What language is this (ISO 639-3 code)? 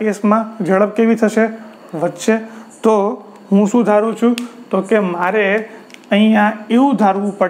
guj